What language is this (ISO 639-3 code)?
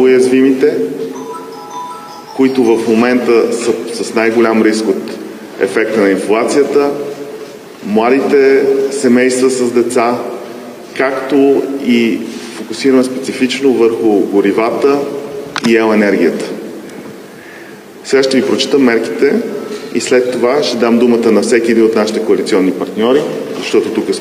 bul